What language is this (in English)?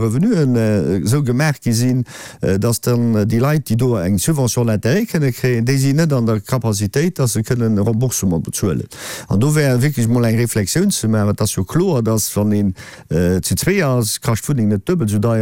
Luxembourgish